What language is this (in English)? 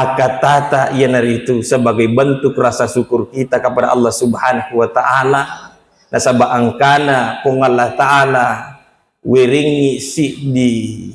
Buginese